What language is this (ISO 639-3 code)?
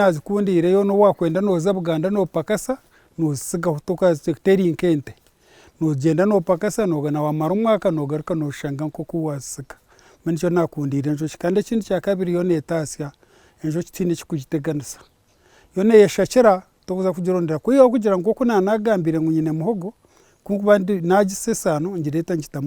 nyn